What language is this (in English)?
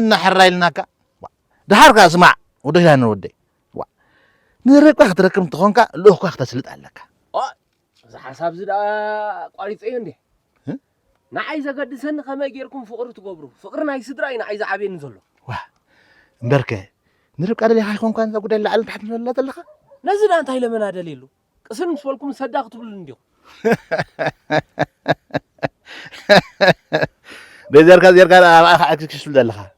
Tigrinya